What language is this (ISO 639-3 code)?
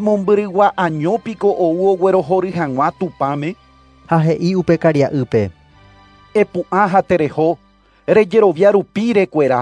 grn